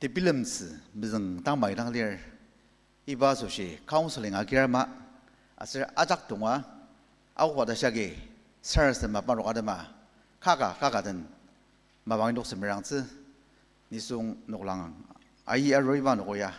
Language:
Ao Naga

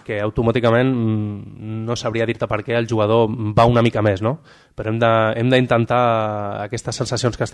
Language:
Catalan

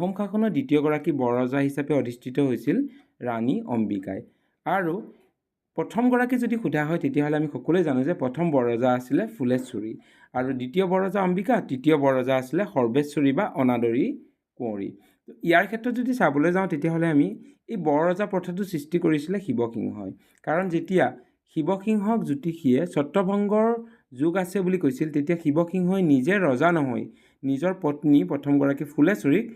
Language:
Assamese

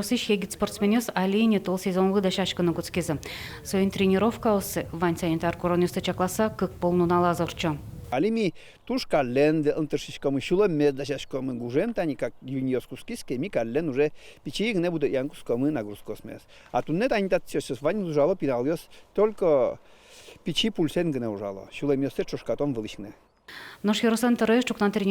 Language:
Udmurt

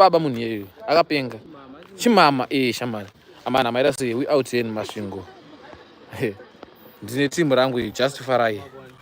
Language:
Shona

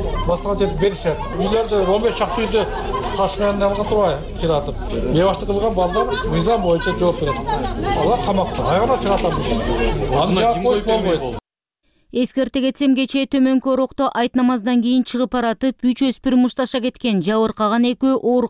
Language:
Kyrgyz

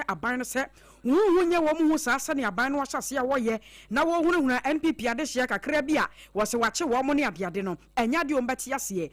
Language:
Akan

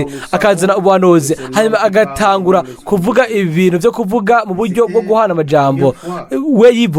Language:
Rundi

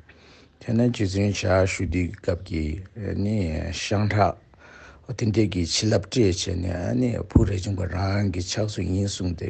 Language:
Tibetan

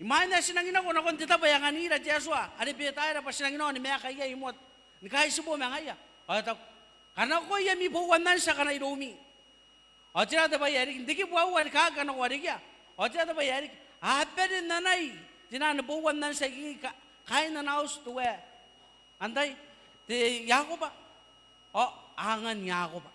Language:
Gilbertese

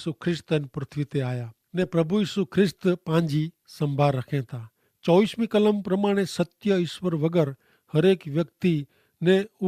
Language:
Kachhi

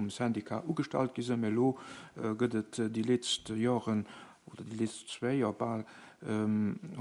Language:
Luxembourgish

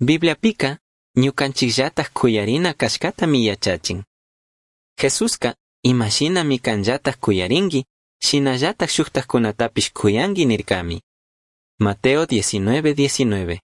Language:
Chimborazo Highland Quichua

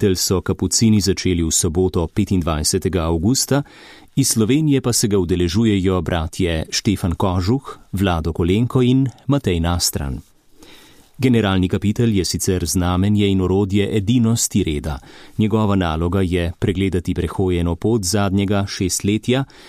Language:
Slovenian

